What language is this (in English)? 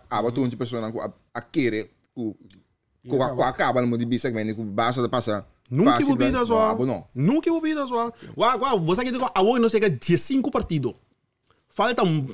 Papiamento